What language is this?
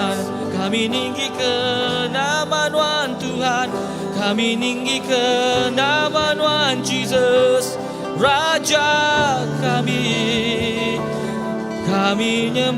Iban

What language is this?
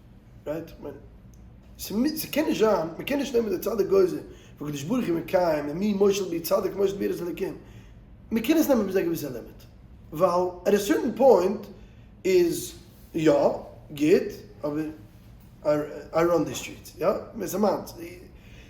Yiddish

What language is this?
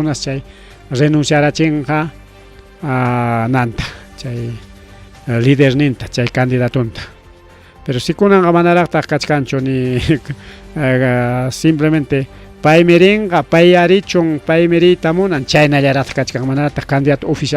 Ayacucho Quechua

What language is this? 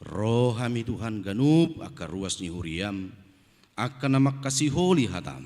Batak Toba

